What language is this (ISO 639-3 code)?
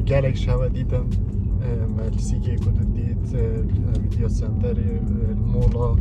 kur